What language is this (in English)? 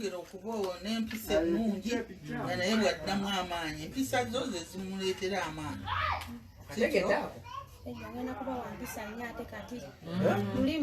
Ganda